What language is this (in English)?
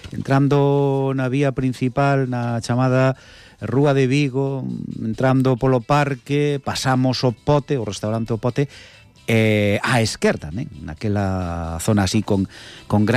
Galician